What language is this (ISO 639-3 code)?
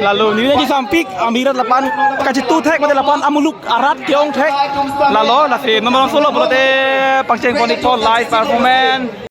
mjw